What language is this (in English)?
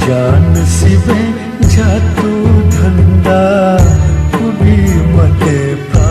Newari